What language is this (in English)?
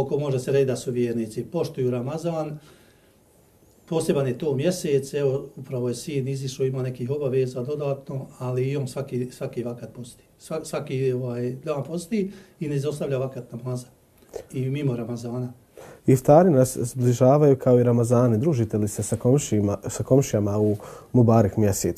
Bosnian